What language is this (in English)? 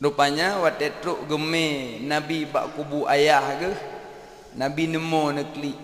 Achinese